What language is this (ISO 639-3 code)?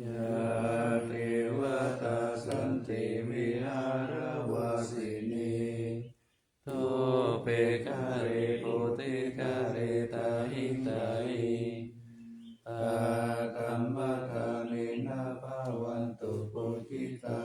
pli